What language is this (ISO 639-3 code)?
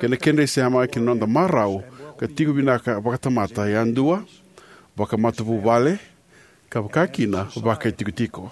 fij